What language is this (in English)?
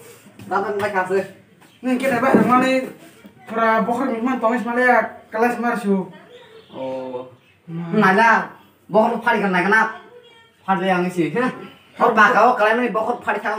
Kok Borok